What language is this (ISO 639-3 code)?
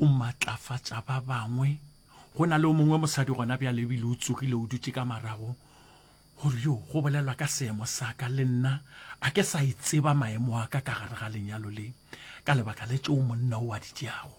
nso